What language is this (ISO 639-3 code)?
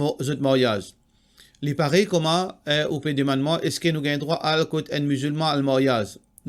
mfe